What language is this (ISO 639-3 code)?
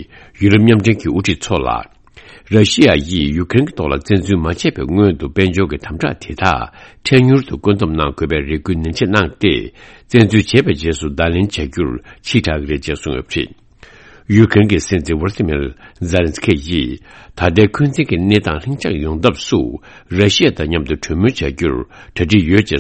bod